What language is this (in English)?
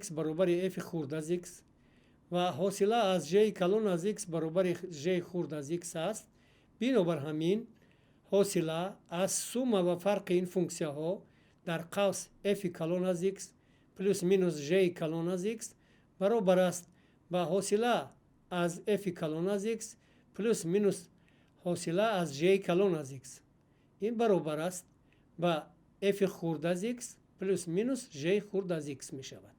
Tajik